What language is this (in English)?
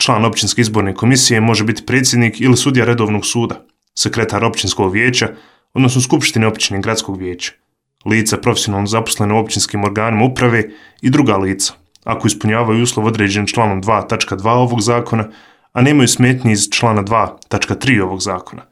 Bosnian